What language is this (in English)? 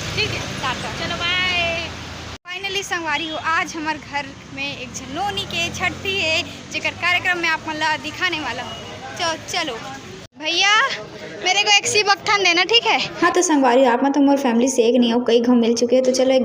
Chhattisgarhi